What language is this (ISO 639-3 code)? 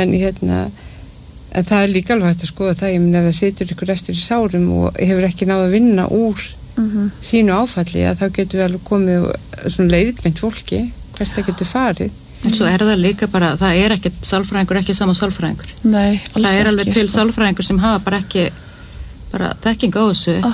isl